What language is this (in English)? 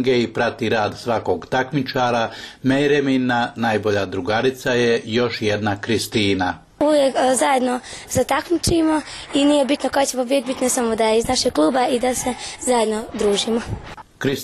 Bosnian